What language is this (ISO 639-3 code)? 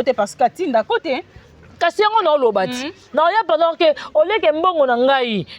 lin